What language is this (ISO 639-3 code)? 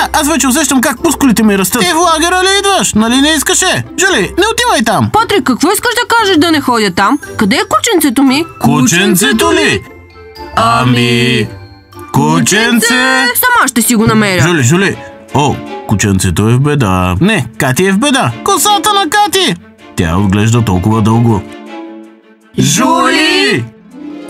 bul